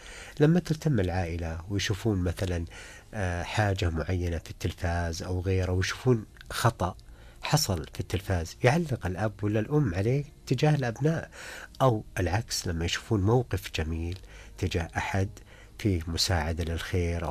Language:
Najdi Arabic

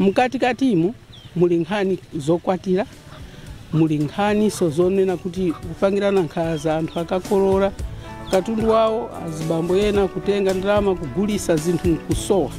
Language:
Nyanja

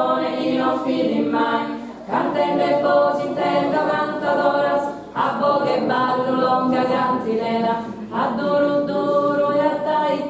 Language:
Sardinian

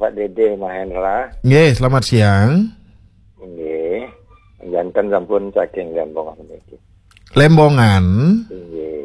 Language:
Balinese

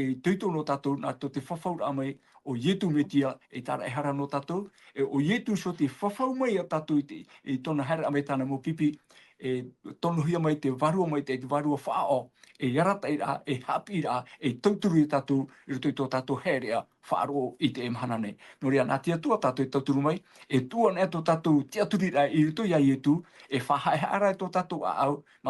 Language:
Tahitian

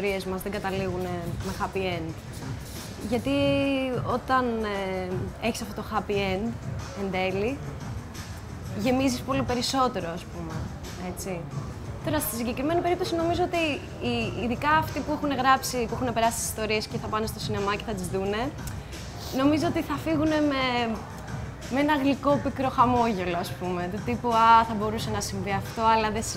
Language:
Greek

